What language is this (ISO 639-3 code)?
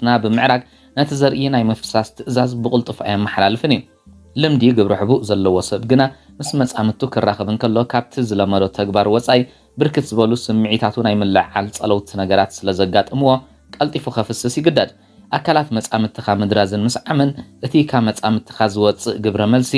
tir